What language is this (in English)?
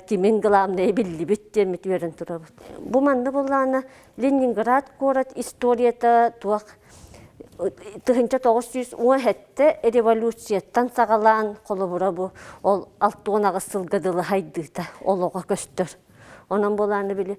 Yakut